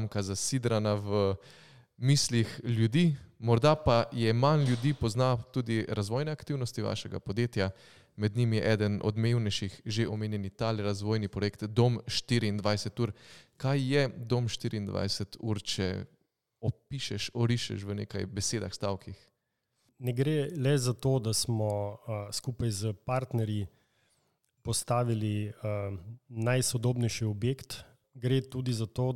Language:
Slovenian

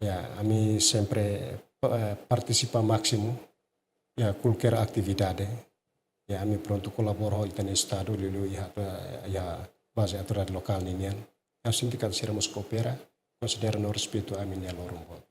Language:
Tetum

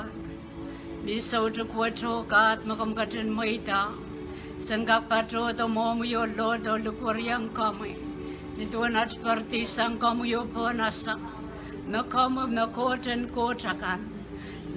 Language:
Pohnpeian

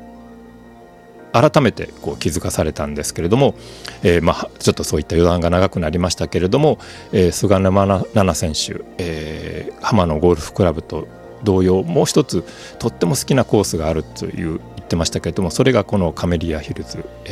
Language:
Japanese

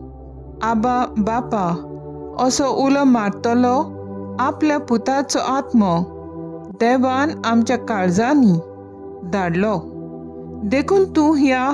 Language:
Konkani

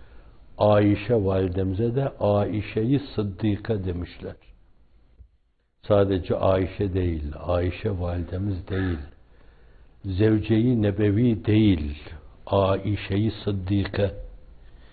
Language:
Turkish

